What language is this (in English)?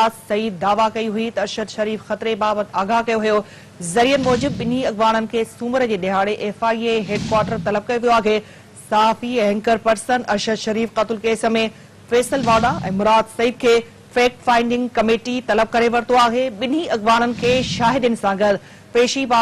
Sindhi